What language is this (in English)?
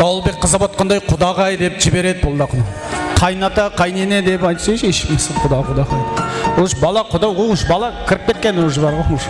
Kara-Kalpak